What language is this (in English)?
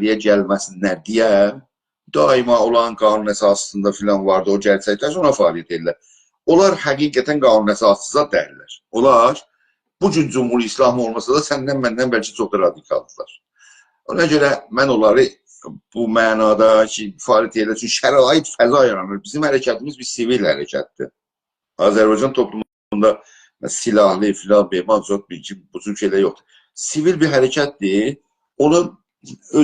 South Azerbaijani